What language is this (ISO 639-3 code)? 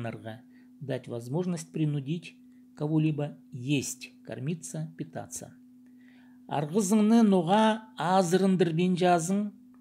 kjh